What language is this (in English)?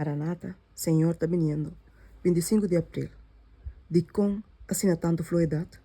Papiamento